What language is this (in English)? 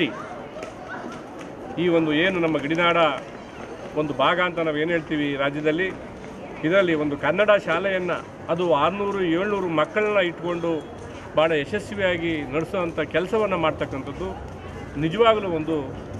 Kannada